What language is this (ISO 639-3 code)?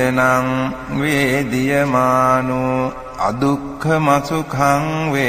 pli